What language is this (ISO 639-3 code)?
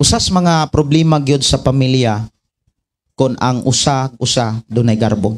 ceb